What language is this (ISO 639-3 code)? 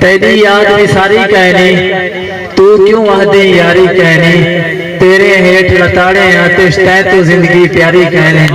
skr